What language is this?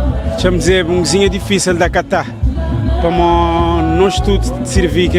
Kabuverdianu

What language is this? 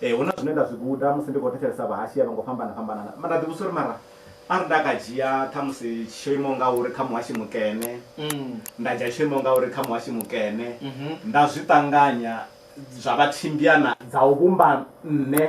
Venda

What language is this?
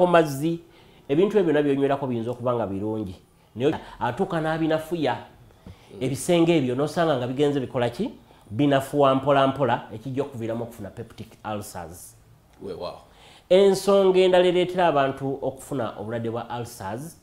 Ganda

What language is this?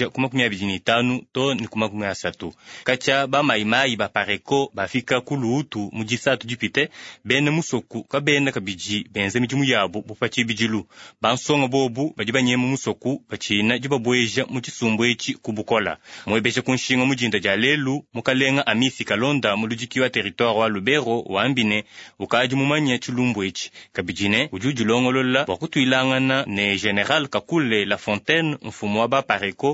Luba-Lulua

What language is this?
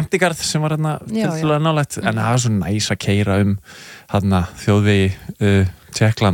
Icelandic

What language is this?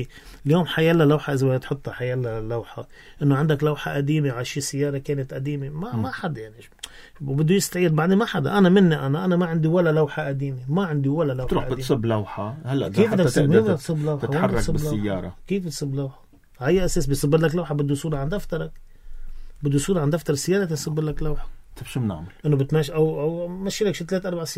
North Levantine Arabic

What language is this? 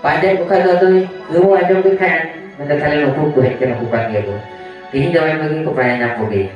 Santali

